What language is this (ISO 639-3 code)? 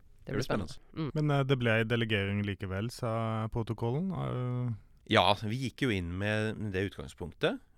nor